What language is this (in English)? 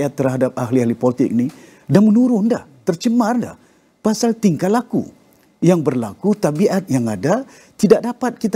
Malay